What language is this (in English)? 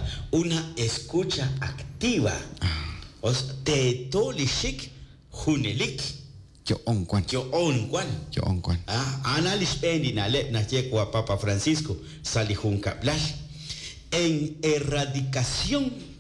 Kekchí